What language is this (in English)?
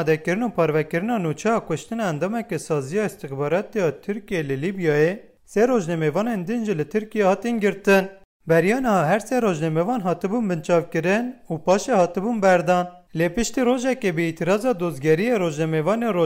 Kurdish